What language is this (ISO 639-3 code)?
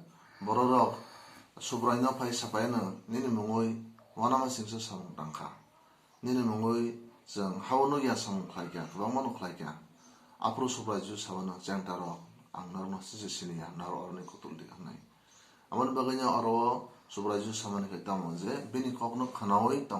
trp